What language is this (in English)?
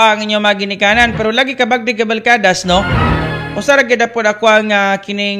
Cebuano